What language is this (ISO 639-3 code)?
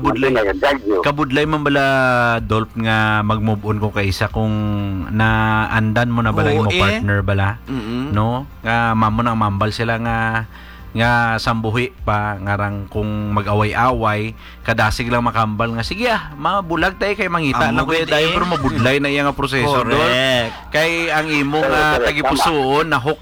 hil